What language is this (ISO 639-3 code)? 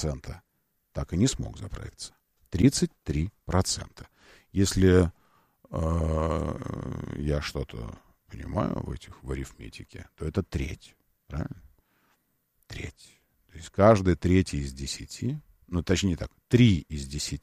rus